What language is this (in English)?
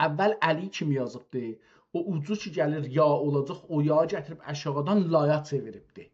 South Azerbaijani